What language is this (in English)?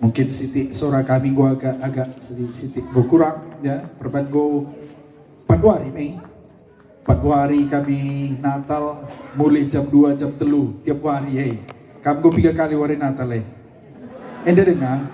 Batak Karo